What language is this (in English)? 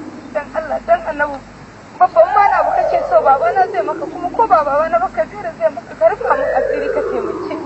Hausa